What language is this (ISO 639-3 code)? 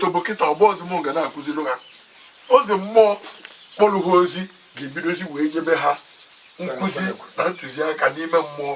ibo